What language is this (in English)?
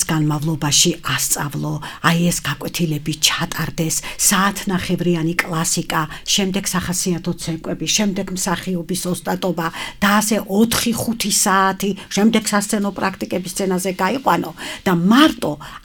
Georgian